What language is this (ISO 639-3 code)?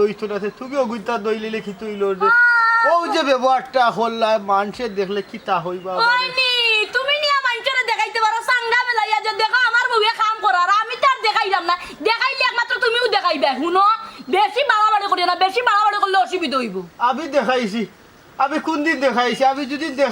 syl